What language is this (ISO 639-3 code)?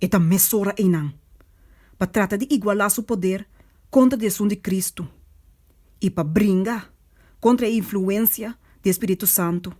pap